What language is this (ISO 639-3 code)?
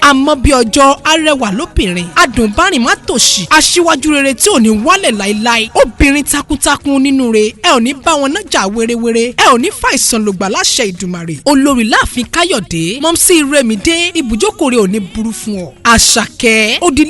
yor